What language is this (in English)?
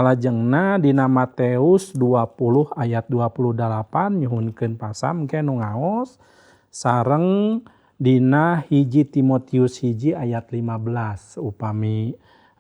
Sundanese